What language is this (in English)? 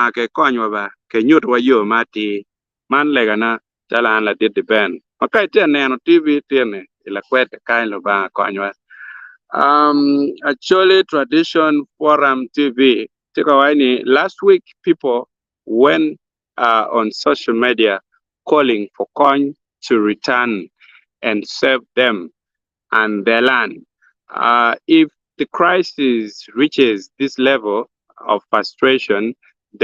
Acoli